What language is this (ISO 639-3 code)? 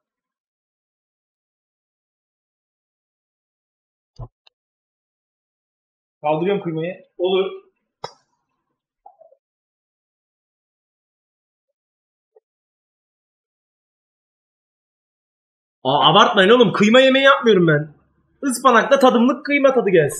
tur